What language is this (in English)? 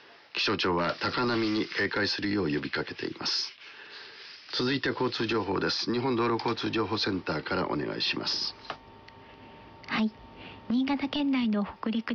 Japanese